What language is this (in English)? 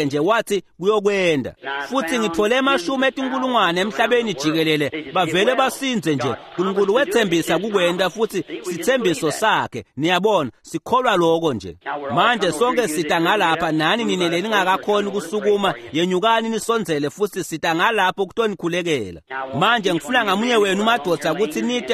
Swati